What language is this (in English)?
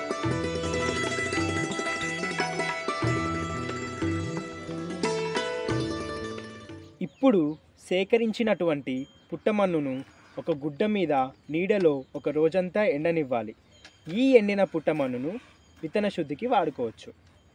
Telugu